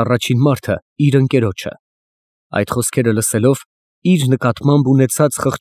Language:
Armenian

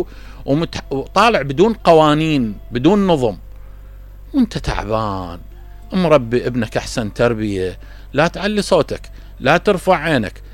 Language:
Mesopotamian Arabic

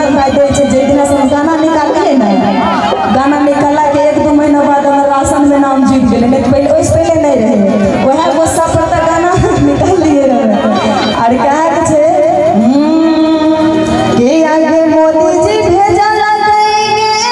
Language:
Maithili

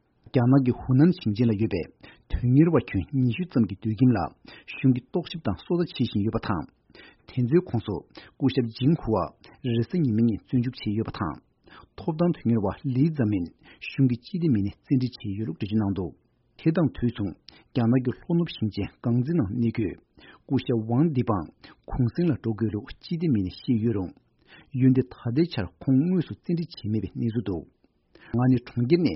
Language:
Tibetan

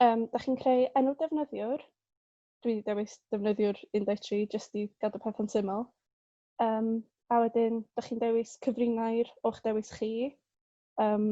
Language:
Welsh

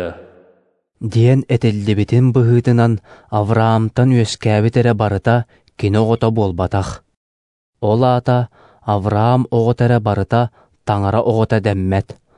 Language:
Yakut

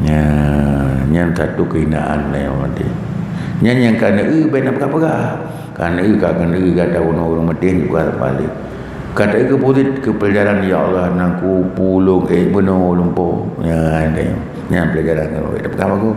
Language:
Achinese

